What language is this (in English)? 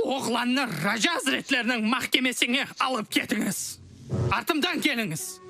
Crimean Tatar